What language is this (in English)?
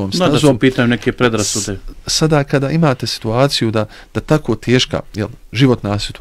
Bosnian